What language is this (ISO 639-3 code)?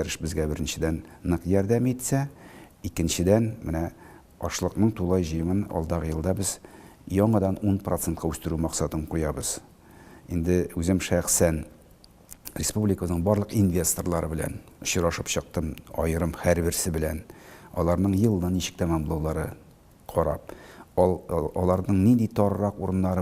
tat